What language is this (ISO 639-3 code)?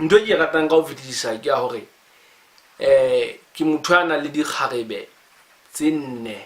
sot